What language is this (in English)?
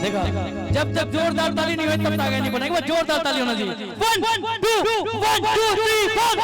Chhattisgarhi